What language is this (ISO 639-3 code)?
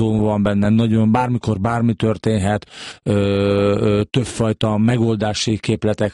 hun